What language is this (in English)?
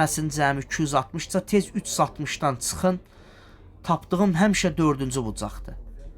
Azerbaijani